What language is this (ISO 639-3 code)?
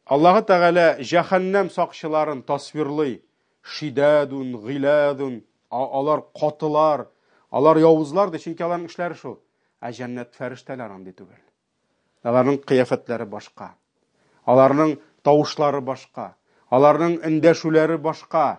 tat